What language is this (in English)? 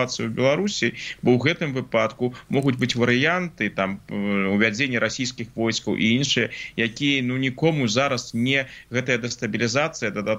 Belarusian